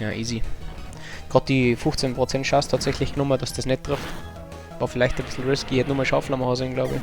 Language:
Bavarian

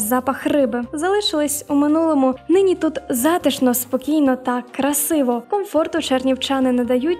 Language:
Ukrainian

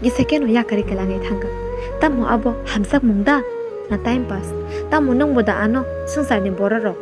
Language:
Kok Borok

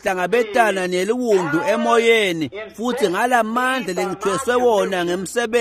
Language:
Swati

